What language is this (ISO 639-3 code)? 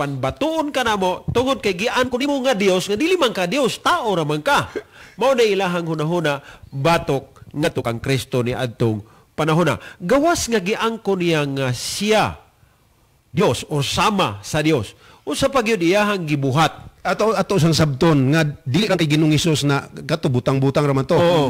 ceb